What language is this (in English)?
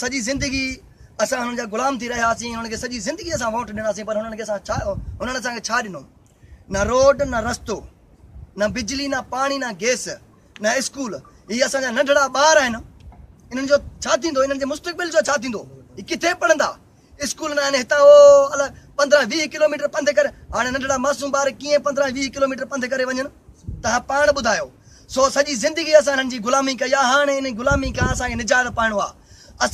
Sindhi